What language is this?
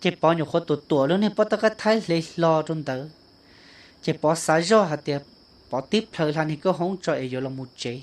Hmong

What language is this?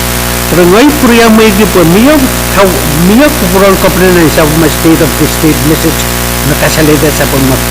Pohnpeian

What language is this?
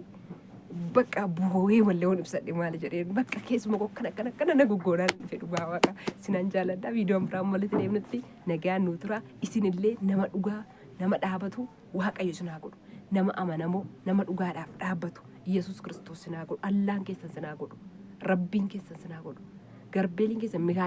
Oromo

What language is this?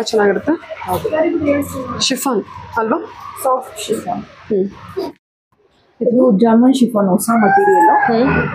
Kannada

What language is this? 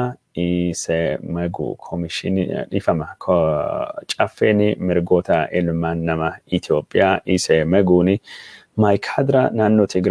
Oromo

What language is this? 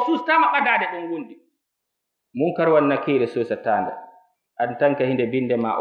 Fula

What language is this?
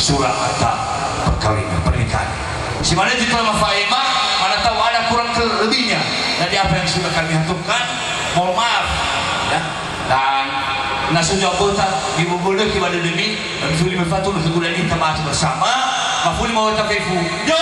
Nias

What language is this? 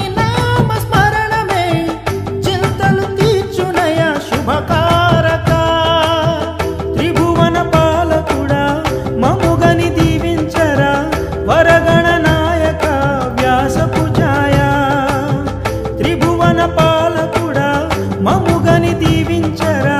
Telugu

